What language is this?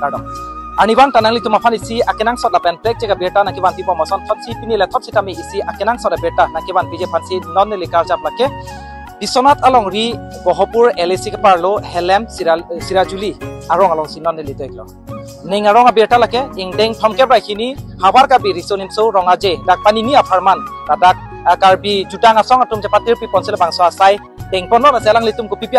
Karbi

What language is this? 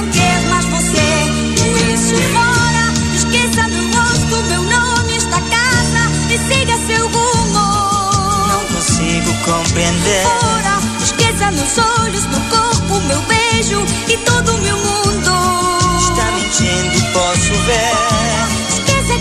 Portuguese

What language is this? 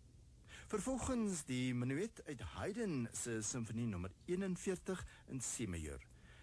Afrikaans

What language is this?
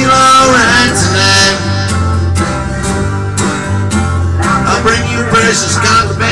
English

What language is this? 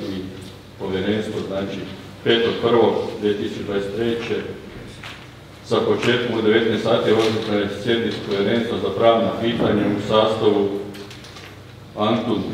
Croatian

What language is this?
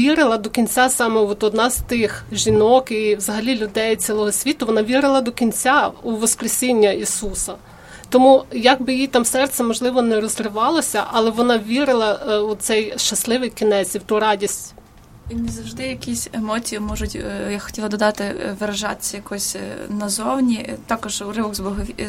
Ukrainian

